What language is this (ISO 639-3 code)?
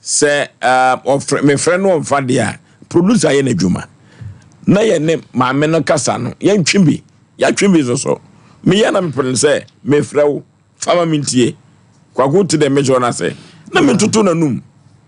aka